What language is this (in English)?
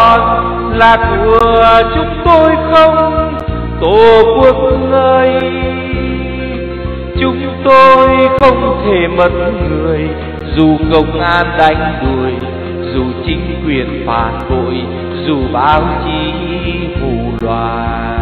Vietnamese